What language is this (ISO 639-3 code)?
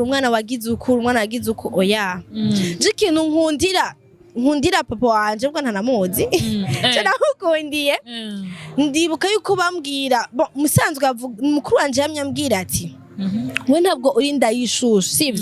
run